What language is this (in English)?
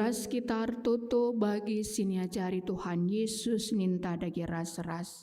Batak Karo